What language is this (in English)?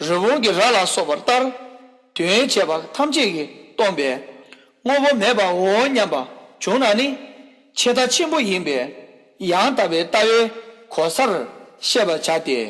Tibetan